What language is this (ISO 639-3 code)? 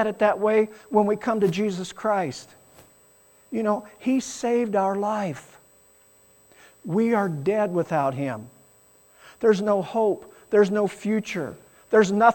eng